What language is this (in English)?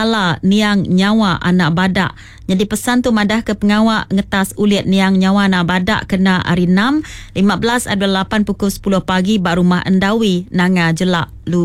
Iban